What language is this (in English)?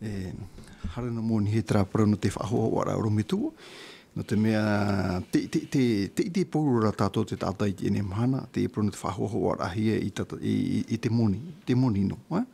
Tahitian